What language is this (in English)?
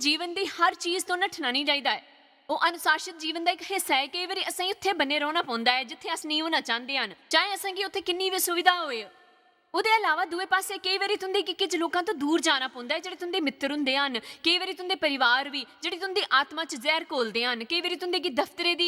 Dogri